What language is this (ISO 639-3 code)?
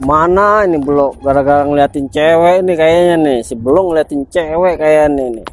bew